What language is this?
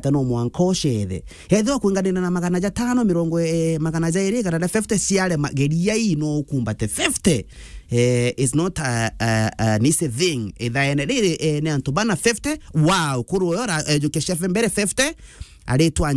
Meru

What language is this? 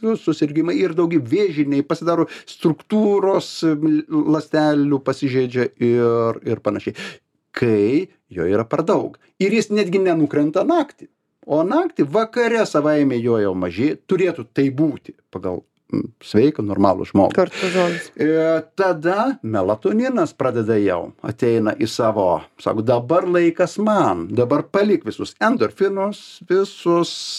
Lithuanian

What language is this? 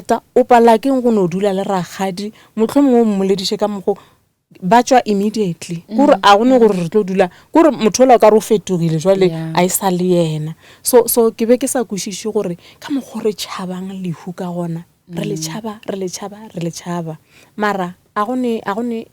Northern Sotho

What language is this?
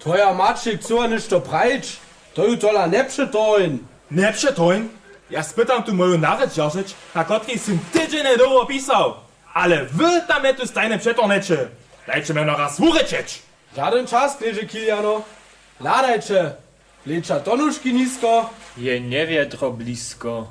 Upper Sorbian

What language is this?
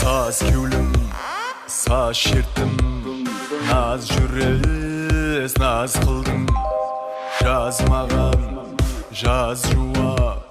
Kara-Kalpak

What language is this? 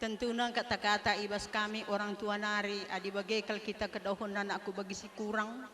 Batak Karo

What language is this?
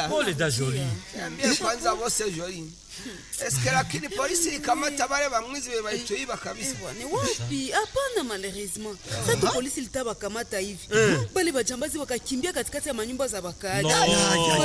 Swahili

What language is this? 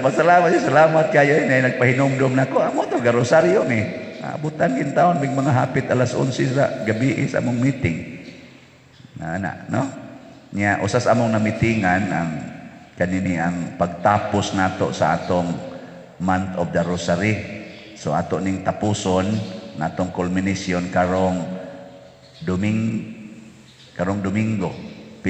Cebuano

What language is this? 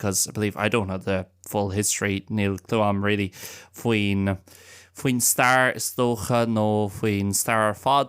Irish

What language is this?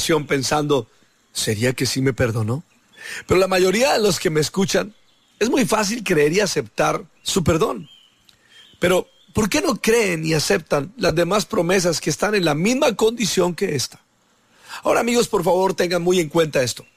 Spanish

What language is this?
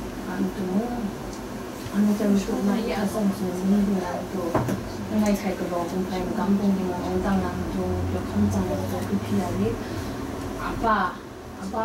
Kachin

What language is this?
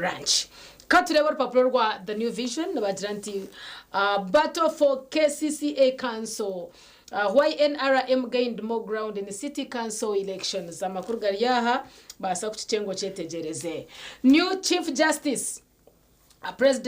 Nyankole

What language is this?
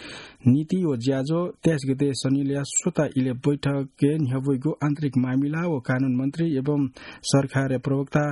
Newari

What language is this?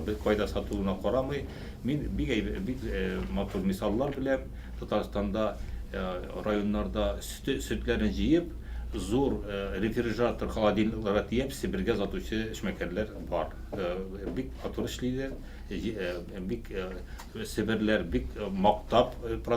Tatar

